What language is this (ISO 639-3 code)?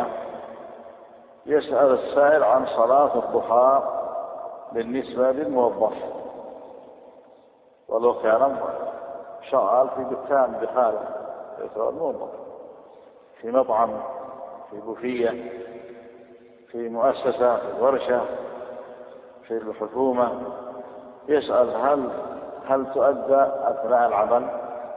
ara